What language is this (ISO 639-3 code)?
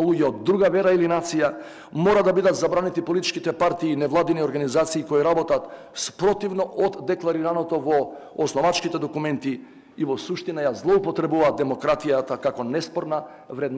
mkd